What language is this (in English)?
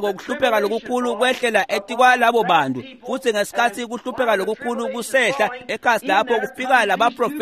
Swati